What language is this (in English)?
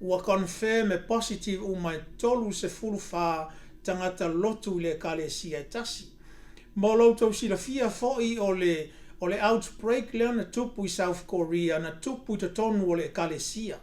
Samoan